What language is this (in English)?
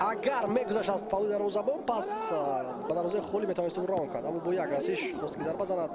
Tajik